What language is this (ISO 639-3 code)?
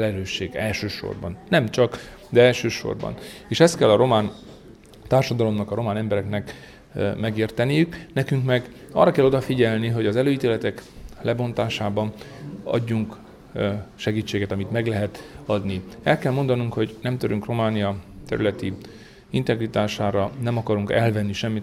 hun